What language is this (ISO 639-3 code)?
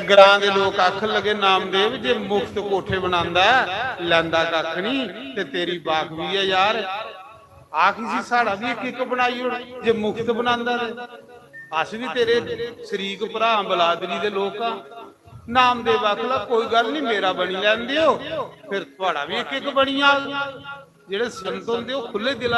doi